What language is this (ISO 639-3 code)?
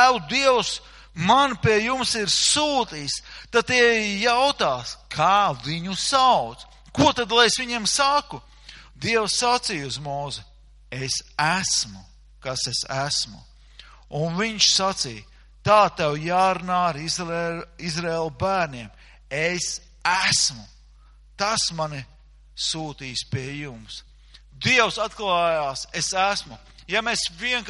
lav